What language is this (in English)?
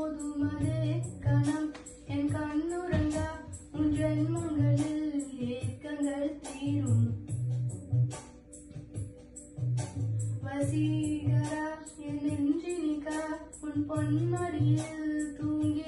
Tamil